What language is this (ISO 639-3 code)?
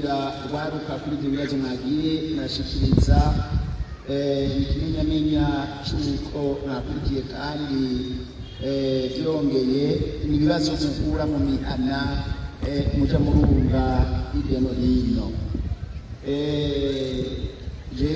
run